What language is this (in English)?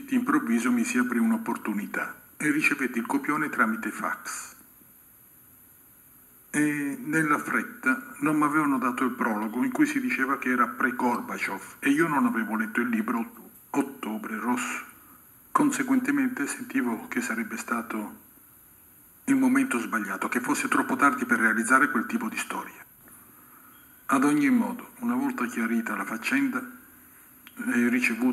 Italian